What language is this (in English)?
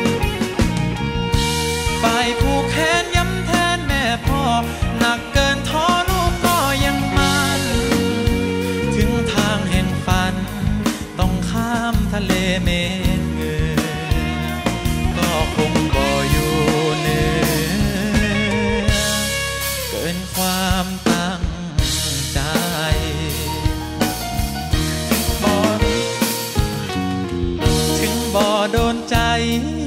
Thai